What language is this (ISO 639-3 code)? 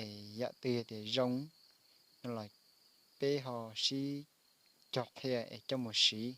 hmn